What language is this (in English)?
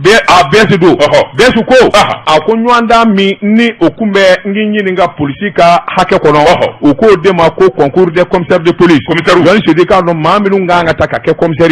Bambara